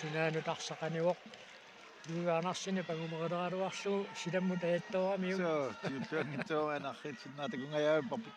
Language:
Kalaallisut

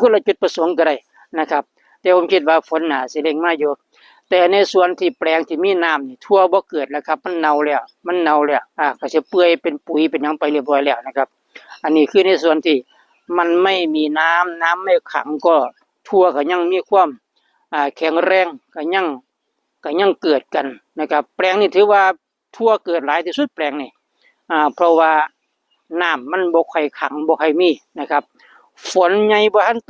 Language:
Northeastern Thai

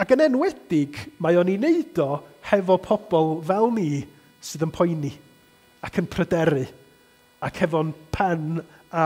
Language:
Welsh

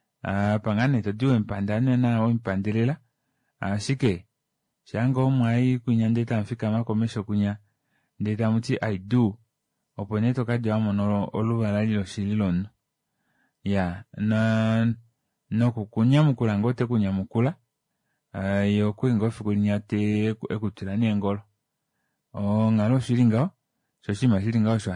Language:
Kuanyama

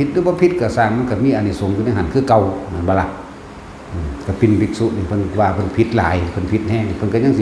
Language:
Northeastern Thai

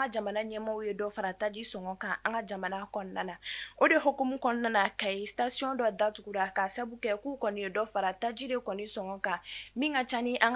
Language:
Bambara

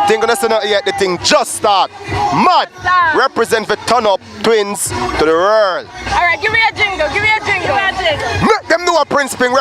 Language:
Jamaican Creole English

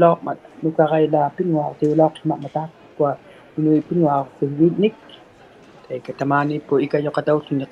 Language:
Inuktitut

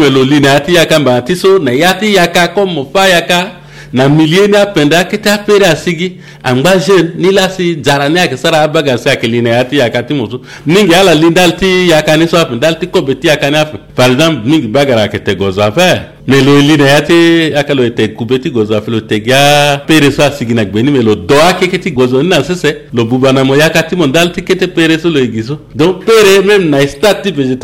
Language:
Sango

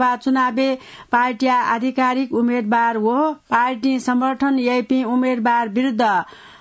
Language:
Newari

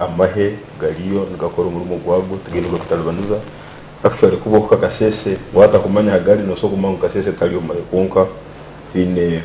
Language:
Nyankole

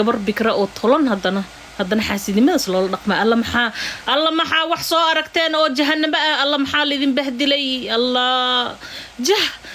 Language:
Somali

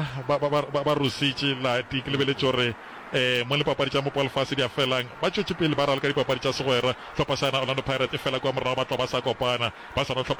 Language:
Northern Sotho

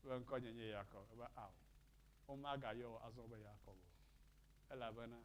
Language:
Ewe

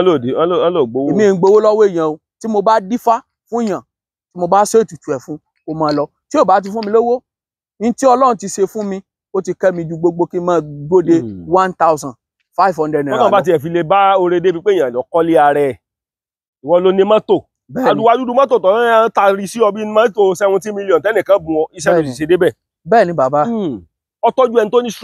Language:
Yoruba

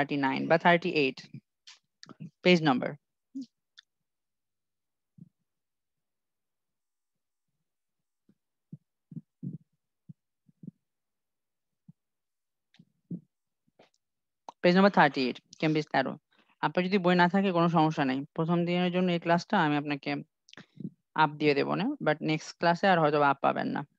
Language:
Bangla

